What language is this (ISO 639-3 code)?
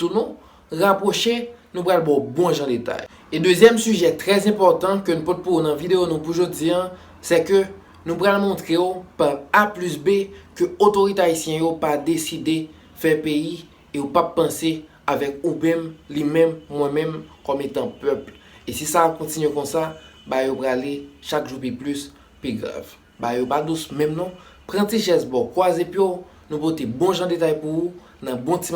hat